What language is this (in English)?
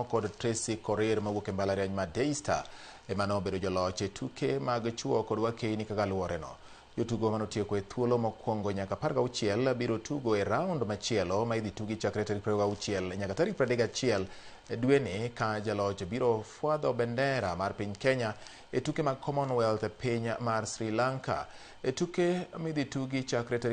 Luo (Kenya and Tanzania)